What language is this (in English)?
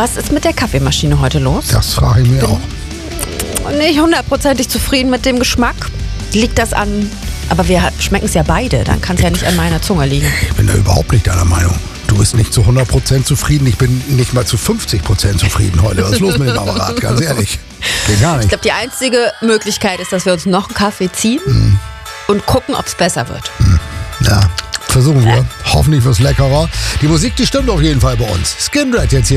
German